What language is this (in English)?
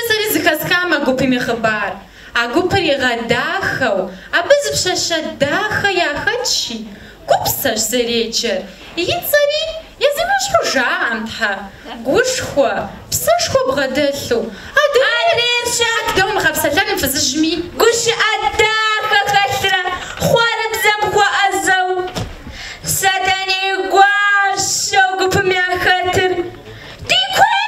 Kabardian